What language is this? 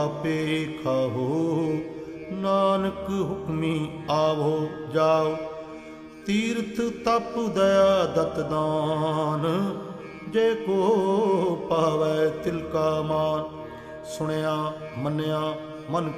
Punjabi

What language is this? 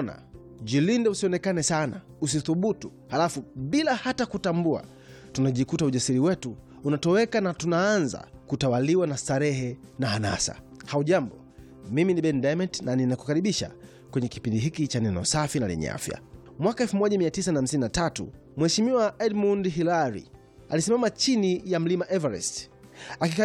Swahili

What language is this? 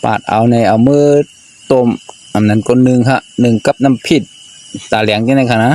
Shan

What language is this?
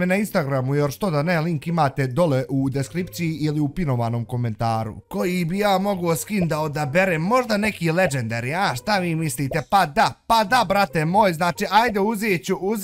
Bosnian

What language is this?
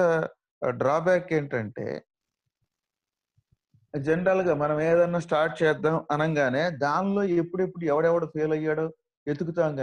Telugu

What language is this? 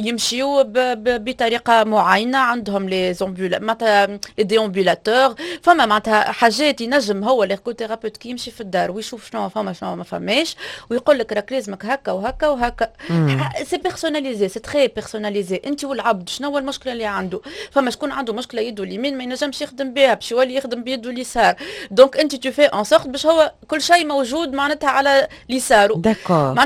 Tunisian Arabic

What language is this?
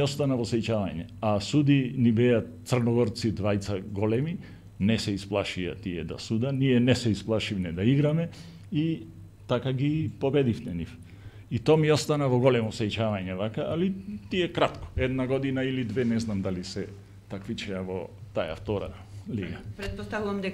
Macedonian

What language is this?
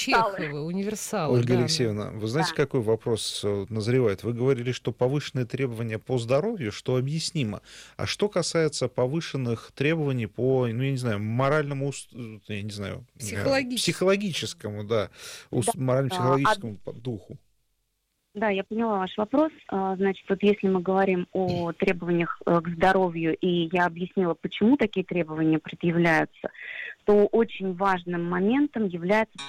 Russian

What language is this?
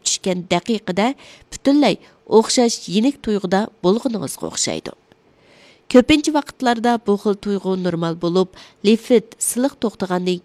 Uyghur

